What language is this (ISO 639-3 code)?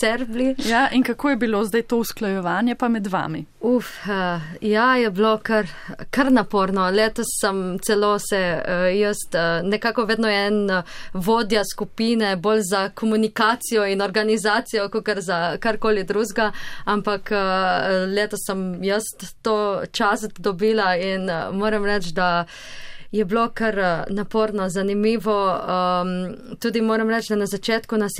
slv